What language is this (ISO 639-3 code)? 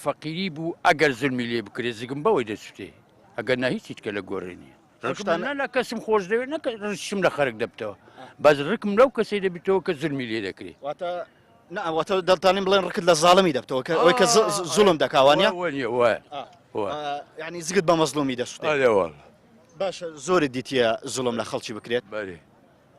ckb